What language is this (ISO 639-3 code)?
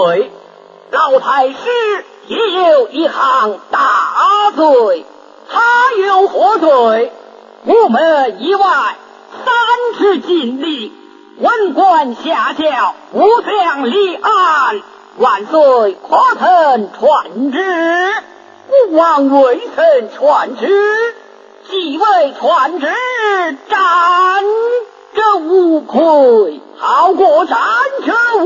zho